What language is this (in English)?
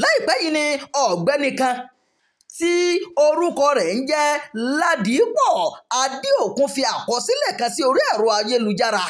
Yoruba